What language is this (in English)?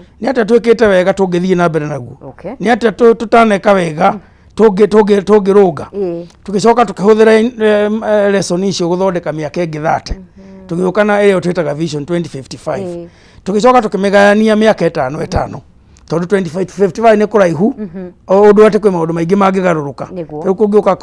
Kikuyu